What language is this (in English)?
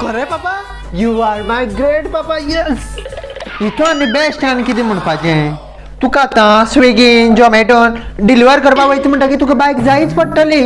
Konkani